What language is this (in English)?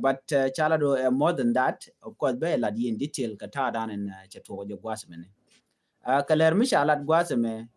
Nuer